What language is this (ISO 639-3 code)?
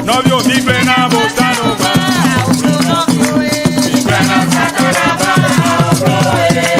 ewe